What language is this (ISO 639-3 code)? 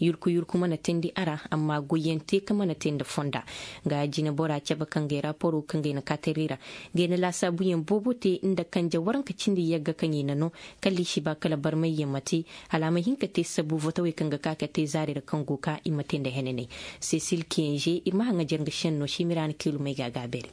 ses